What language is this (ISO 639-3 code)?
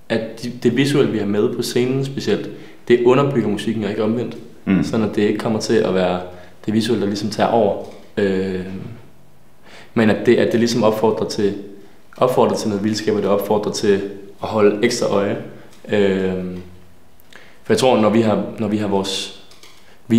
dan